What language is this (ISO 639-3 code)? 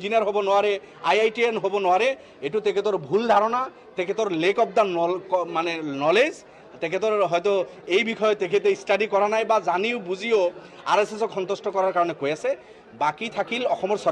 asm